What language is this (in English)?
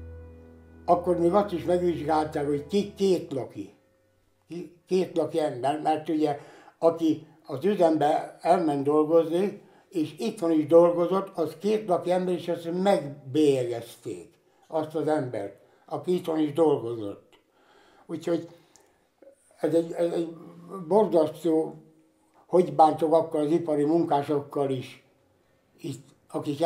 Hungarian